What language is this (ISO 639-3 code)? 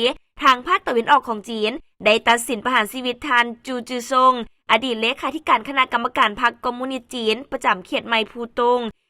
lao